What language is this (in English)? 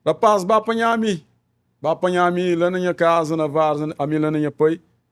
Kabuverdianu